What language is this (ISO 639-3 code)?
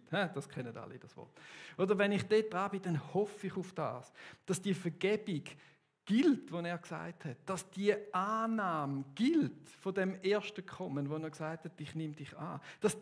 gsw